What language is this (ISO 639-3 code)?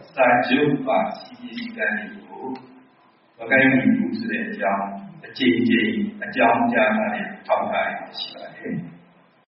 mya